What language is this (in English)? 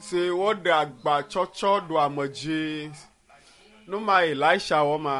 Ewe